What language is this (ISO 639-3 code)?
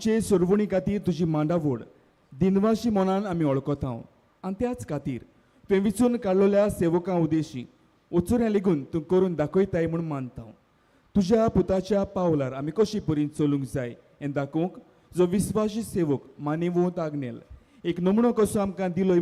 kok